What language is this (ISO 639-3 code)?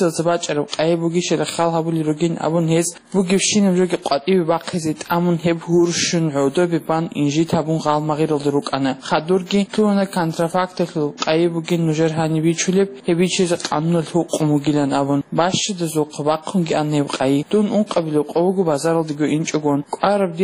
ava